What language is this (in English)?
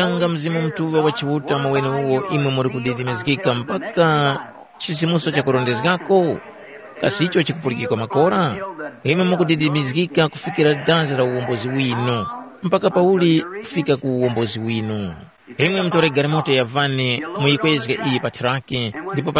Tumbuka